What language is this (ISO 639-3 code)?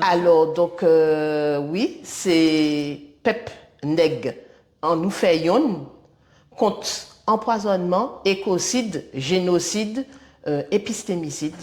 gcf